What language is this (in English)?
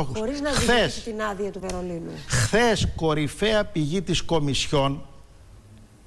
Greek